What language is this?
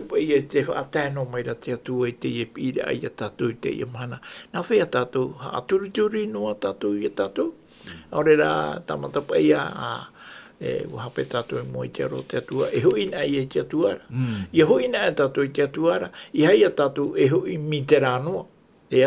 Tahitian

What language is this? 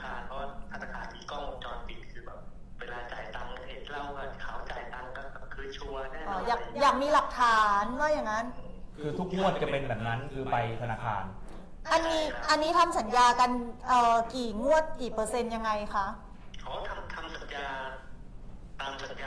Thai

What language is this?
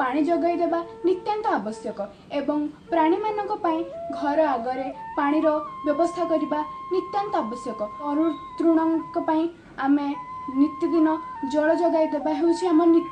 Odia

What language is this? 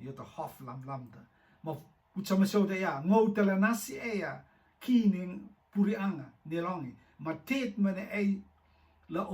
Rotuman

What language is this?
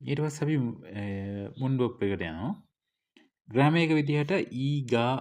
Sinhala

